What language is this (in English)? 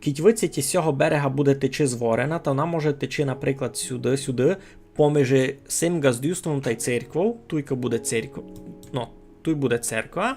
Rusyn